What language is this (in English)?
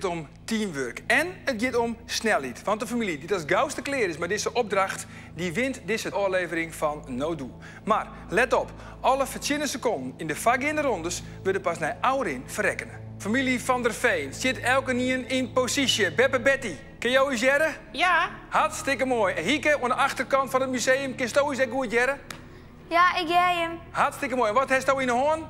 Western Frisian